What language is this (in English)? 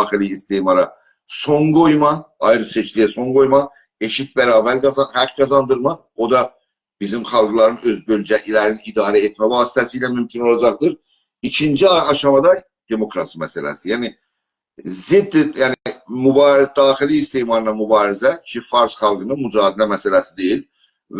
South Azerbaijani